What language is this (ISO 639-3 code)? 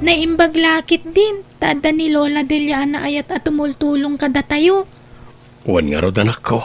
ilo